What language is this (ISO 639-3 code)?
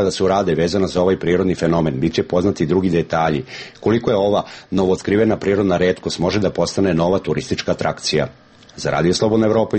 srp